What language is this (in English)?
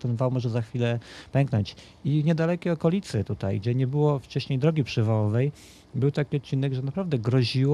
Polish